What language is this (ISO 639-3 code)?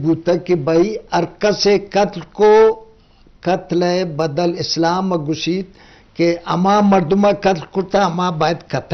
bgp